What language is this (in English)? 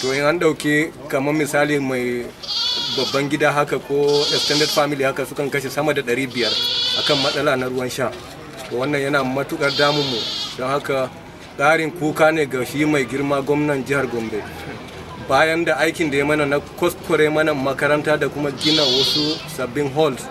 Hausa